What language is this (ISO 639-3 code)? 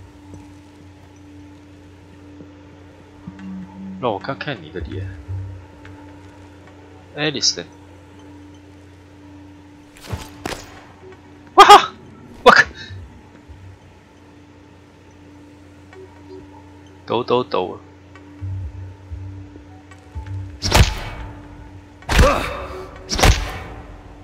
zho